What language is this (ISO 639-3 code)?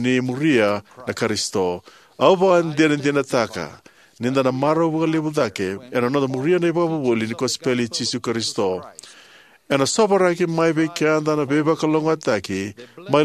fij